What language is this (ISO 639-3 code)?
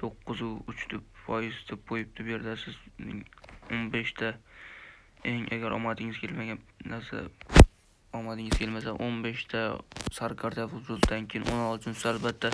uzb